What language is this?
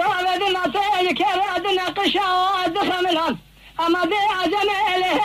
North Levantine Arabic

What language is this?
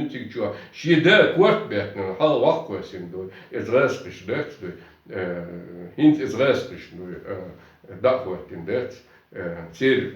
Chechen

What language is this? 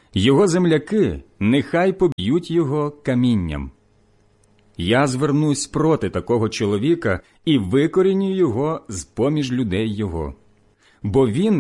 Ukrainian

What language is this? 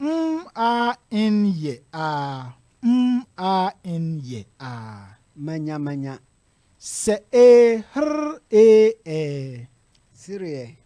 Akan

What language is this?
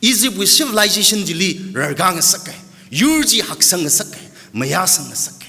Tangkhul Naga (India)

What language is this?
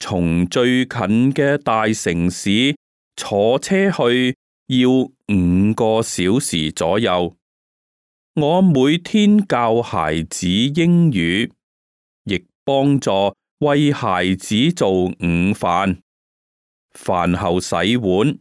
Cantonese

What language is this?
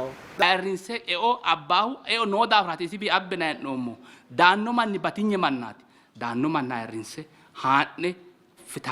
Sidamo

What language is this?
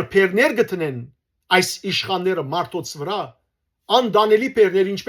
Western Armenian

